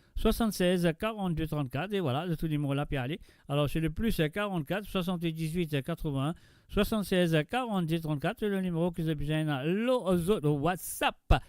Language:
Morisyen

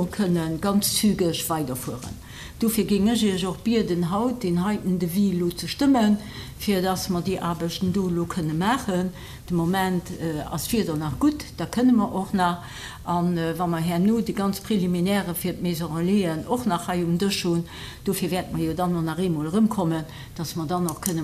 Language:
Luxembourgish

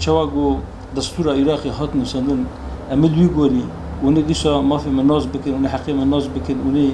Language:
Kurdish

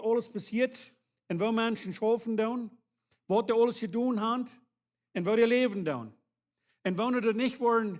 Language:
Plautdietsch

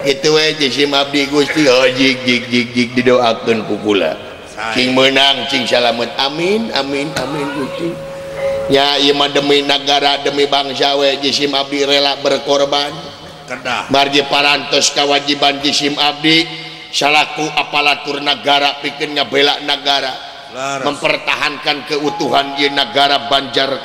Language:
Sundanese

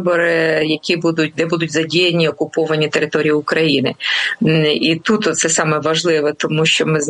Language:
Ukrainian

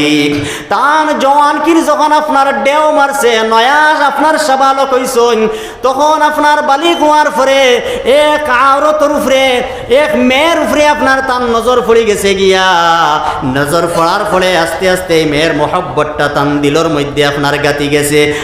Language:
Sylheti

